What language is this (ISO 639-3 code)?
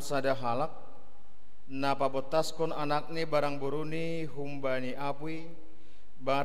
bts